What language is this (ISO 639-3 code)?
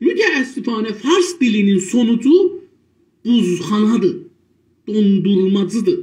azb